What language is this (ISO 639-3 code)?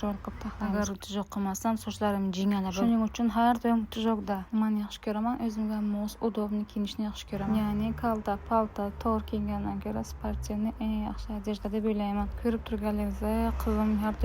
uzb